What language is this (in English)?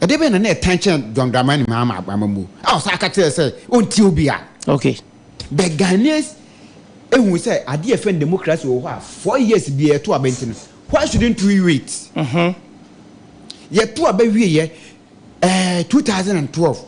Akan